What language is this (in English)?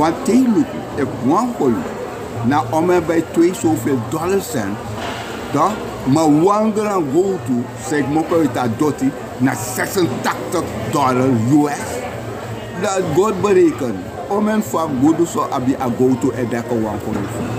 Sranan Tongo